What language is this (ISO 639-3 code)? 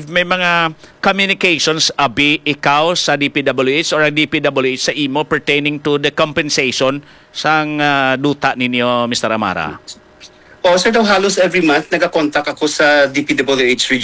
hil